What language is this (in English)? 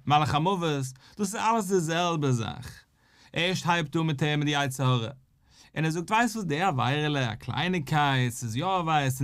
Yiddish